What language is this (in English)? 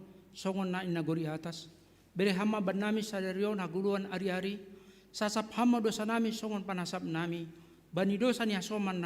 Batak Simalungun